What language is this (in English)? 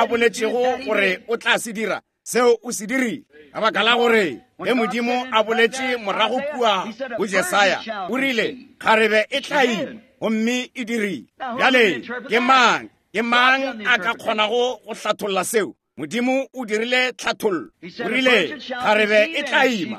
Northern Sotho